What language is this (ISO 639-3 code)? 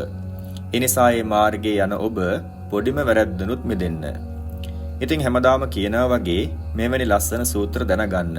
sin